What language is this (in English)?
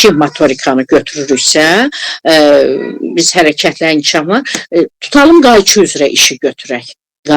Azerbaijani